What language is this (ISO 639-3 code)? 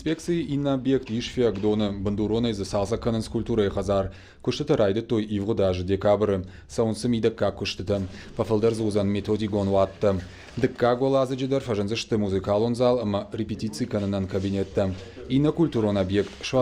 oss